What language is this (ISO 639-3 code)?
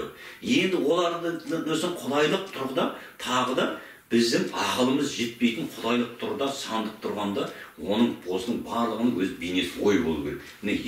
kaz